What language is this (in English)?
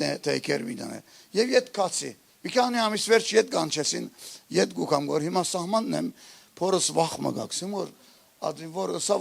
Western Armenian